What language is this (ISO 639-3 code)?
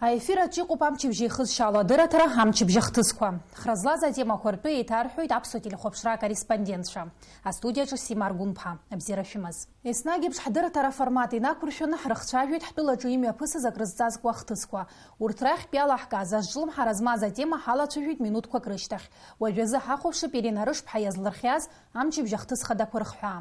abk